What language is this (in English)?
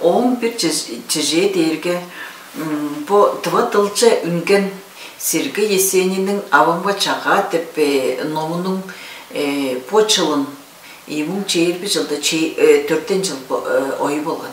Tuvinian